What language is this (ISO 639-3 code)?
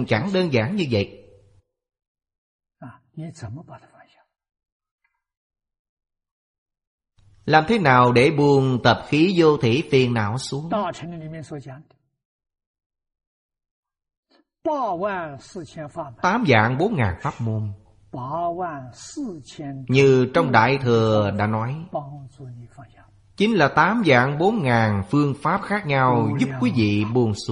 vie